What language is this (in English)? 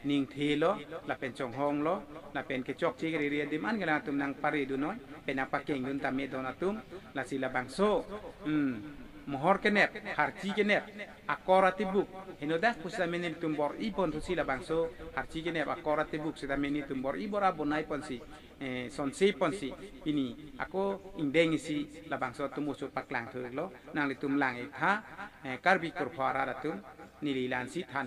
Karbi